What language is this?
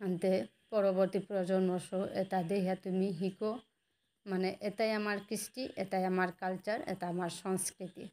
Bishnupriya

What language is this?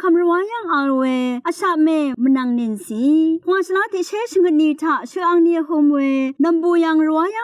Rawang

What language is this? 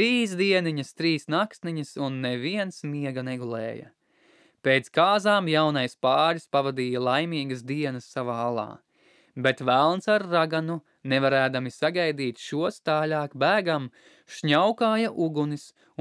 Latvian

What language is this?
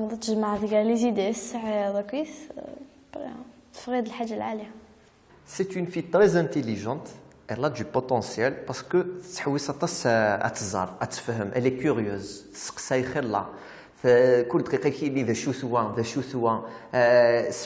Kabyle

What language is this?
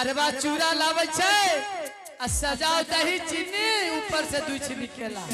Angika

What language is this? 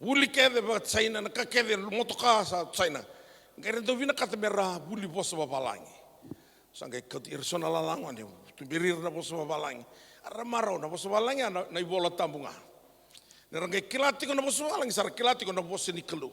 Fijian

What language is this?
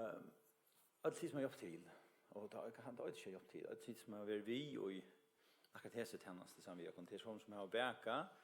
Faroese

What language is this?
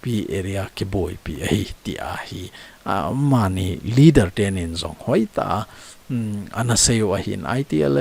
Thado Chin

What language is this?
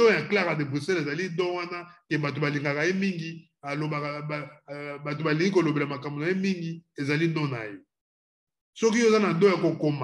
Lingala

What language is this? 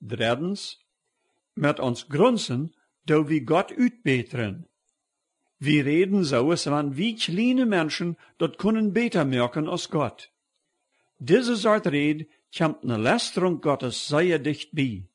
Plautdietsch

